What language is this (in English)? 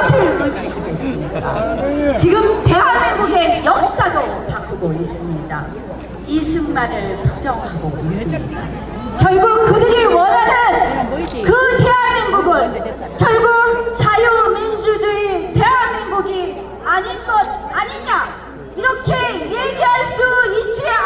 Korean